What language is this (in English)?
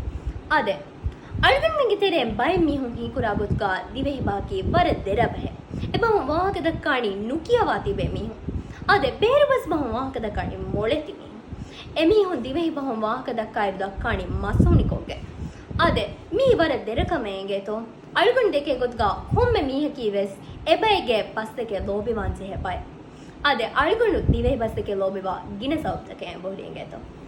Divehi